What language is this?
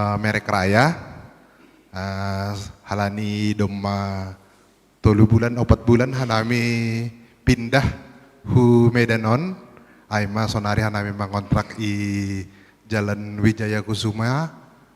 Batak Simalungun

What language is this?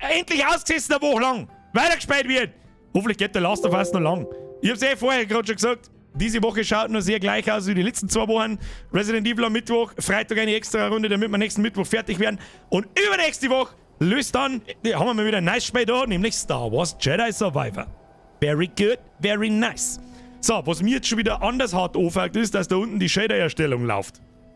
Bavarian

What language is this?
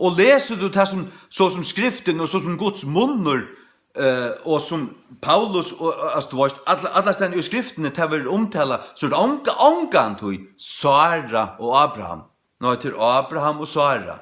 Faroese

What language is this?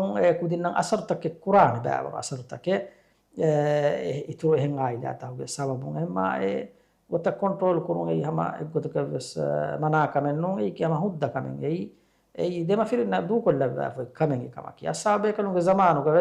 Divehi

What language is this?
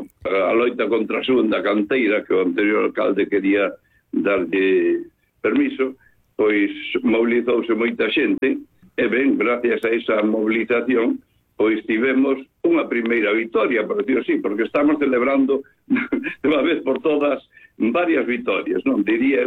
Galician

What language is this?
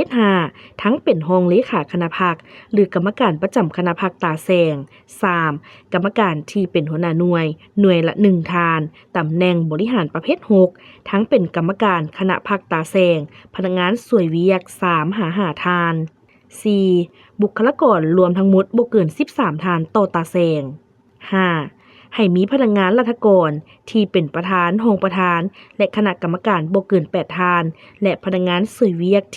Lao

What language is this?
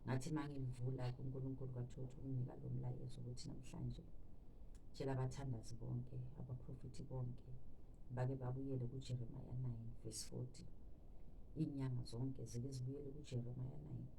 Zulu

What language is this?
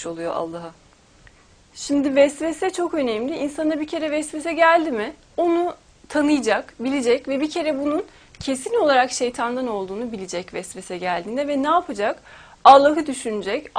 Turkish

